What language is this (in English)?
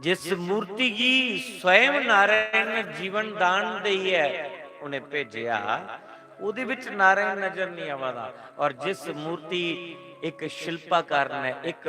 Dogri